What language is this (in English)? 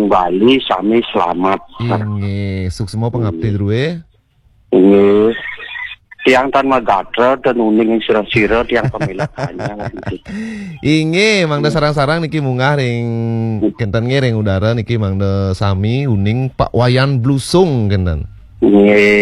Balinese